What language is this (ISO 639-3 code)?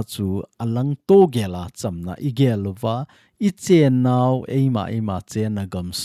tcz